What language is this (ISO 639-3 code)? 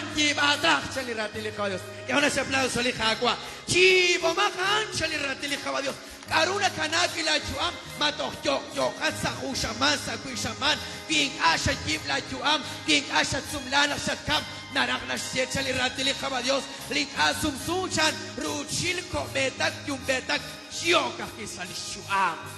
kek